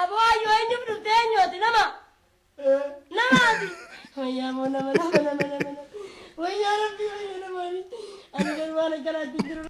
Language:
Oromo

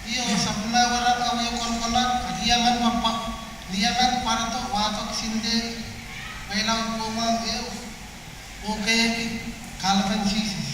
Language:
Pohnpeian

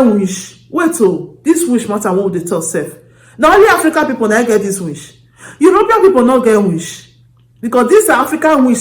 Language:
Nigerian Pidgin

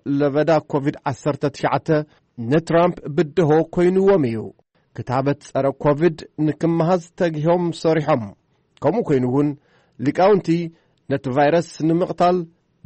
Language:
Tigrinya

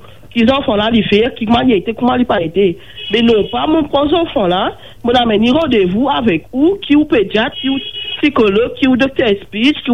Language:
Morisyen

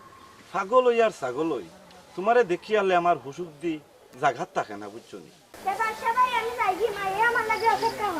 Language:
Sylheti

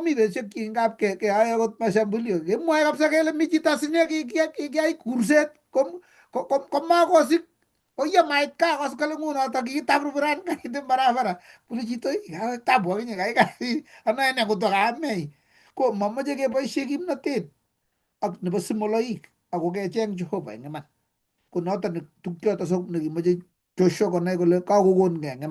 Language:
Kalenjin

